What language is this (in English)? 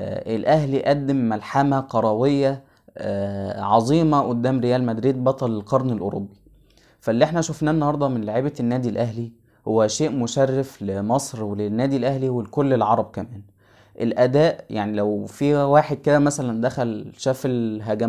Egyptian Arabic